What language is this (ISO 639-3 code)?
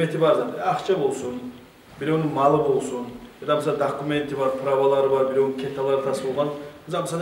kum